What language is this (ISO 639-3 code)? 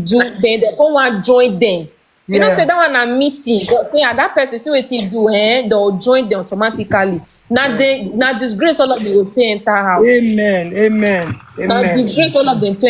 pcm